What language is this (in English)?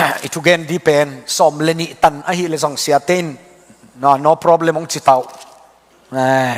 Tedim Chin